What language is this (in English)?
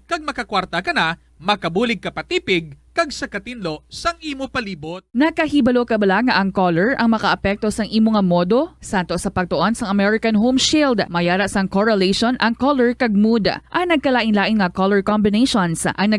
Hiligaynon